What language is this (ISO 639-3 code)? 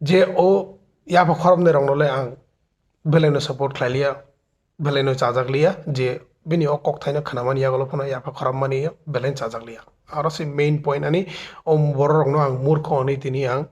trp